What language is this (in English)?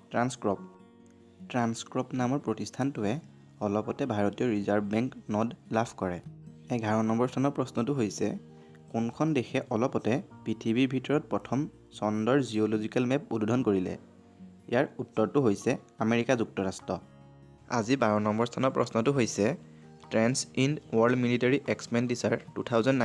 Assamese